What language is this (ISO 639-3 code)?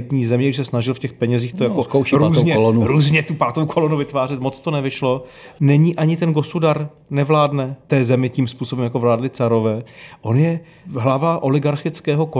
ces